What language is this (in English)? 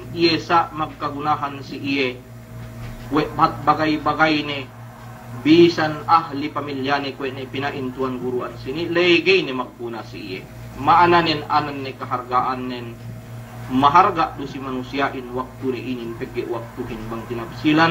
Yakan